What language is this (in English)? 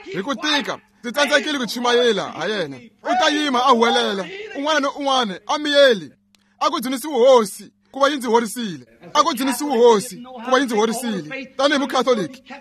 Tsonga